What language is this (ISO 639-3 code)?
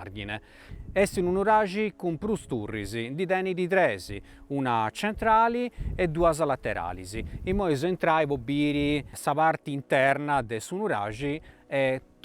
srd